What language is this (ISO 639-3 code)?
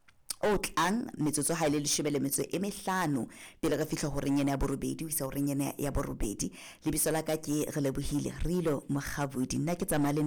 sot